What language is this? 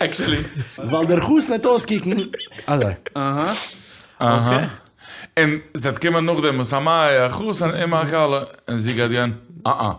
Yiddish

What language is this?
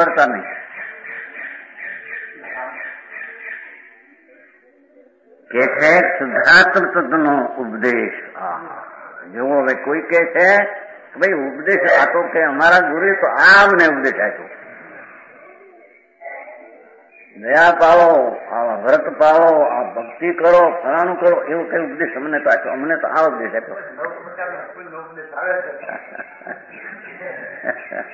Gujarati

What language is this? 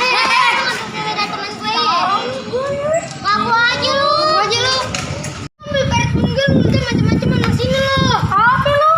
Betawi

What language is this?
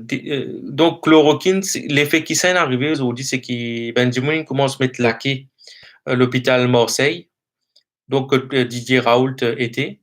Morisyen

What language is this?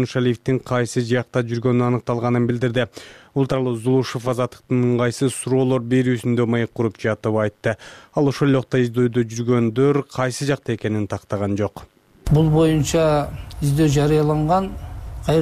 Kyrgyz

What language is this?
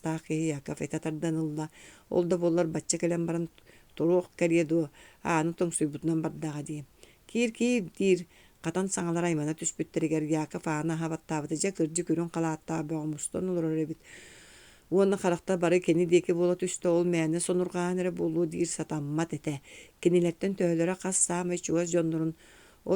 Yakut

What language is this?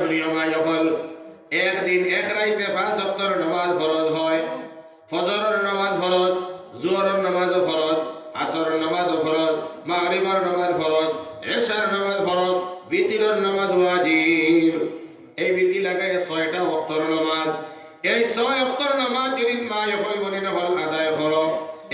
Sylheti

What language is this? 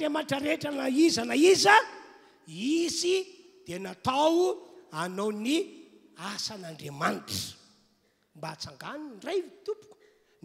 Malagasy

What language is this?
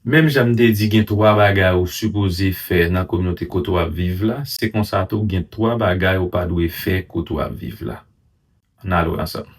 Haitian Creole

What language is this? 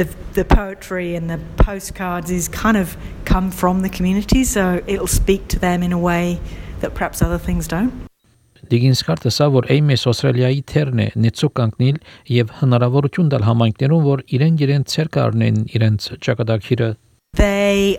Armenian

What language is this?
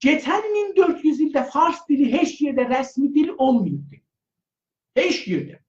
South Azerbaijani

